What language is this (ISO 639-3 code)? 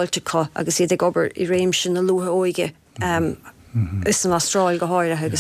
gle